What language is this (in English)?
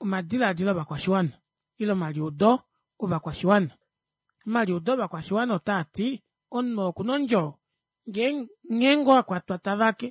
Kuanyama